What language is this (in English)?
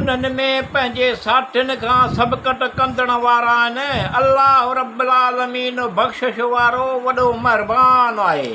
Sindhi